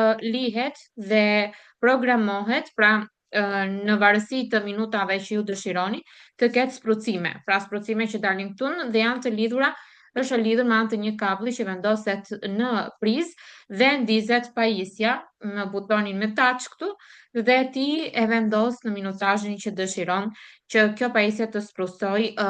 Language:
Albanian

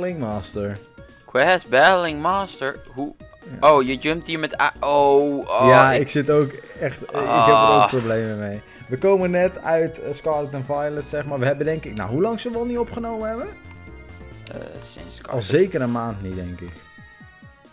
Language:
Dutch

